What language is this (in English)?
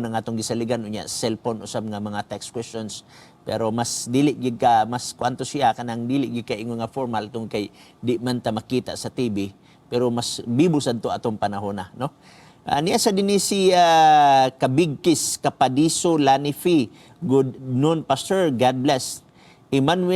Cebuano